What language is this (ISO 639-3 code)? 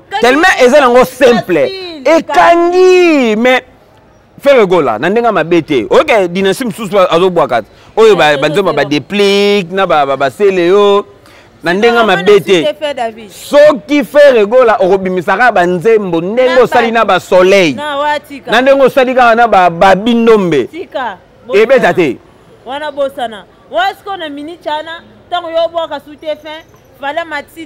lin